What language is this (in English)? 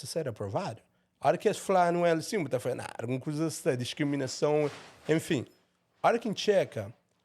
Kabuverdianu